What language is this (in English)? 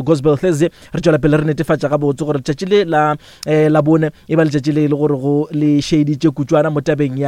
Northern Sotho